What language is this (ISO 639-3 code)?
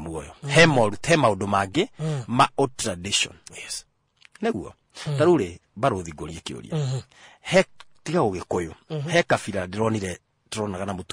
kik